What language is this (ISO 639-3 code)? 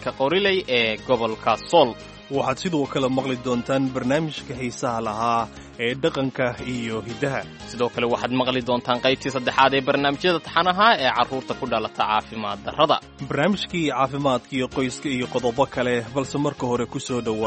som